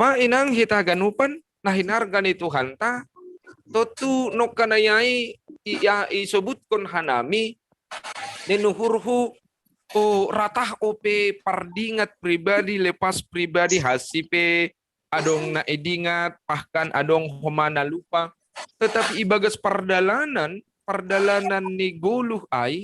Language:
Batak Simalungun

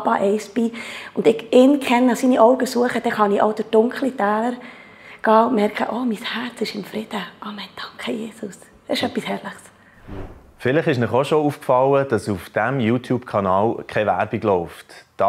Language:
Swiss German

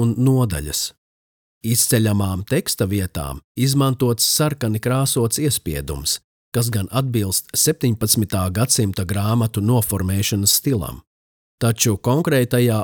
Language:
Latvian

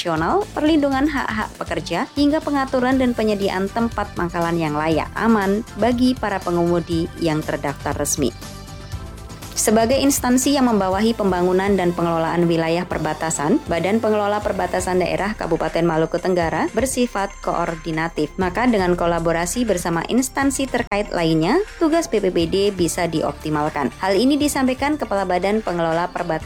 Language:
Indonesian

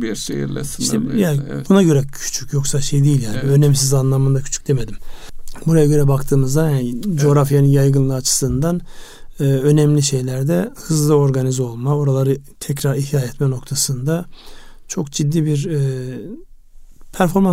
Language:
Turkish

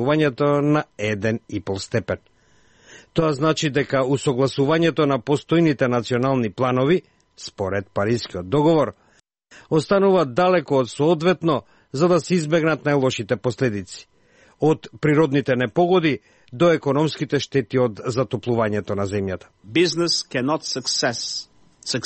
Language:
Macedonian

